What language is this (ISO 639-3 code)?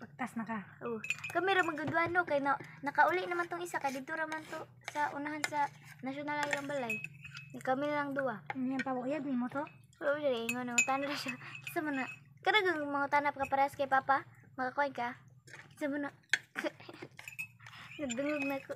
ceb